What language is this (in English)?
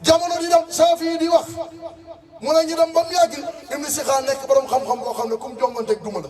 Wolof